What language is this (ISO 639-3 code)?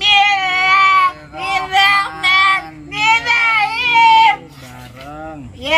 bew